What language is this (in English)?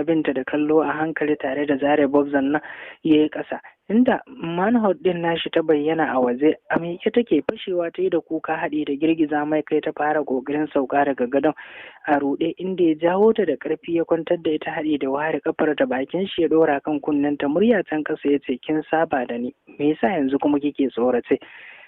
Hausa